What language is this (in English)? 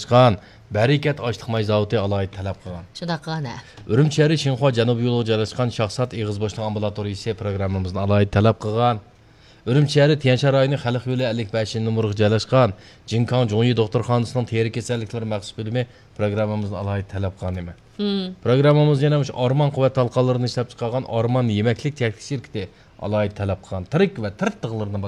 Uyghur